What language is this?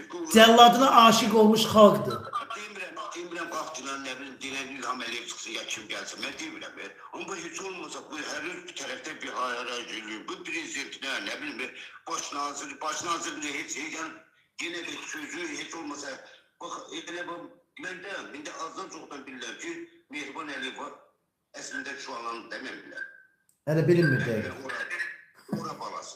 Azerbaijani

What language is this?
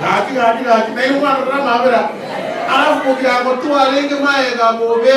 Gusii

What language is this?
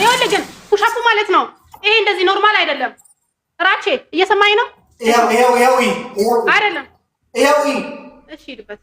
Amharic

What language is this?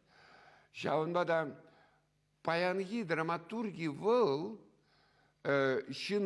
Chuvash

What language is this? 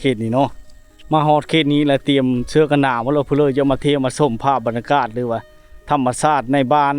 Lao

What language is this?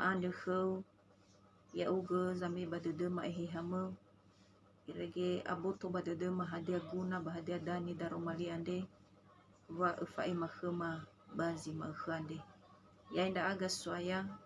Nias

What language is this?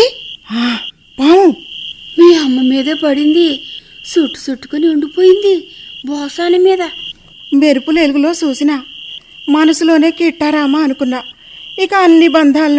Telugu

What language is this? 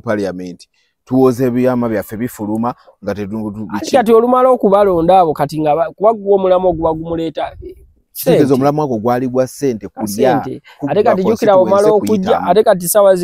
Ganda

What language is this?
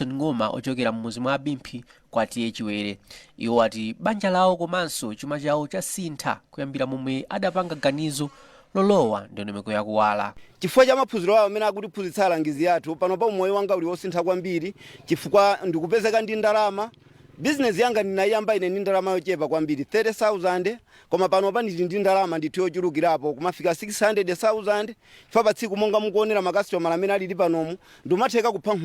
Nyanja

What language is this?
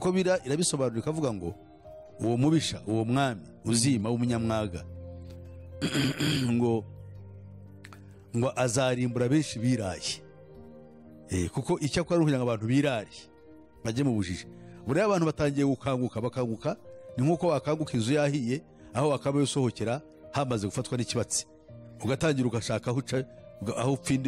Kinyarwanda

